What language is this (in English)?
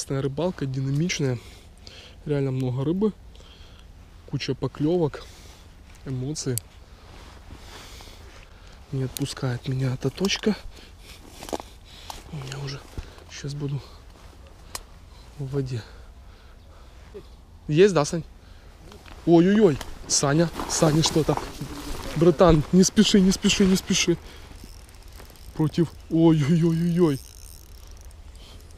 Russian